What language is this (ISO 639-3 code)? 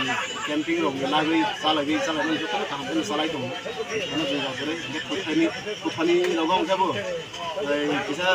trp